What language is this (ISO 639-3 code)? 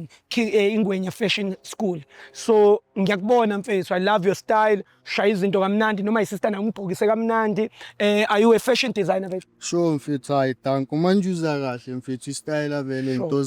zul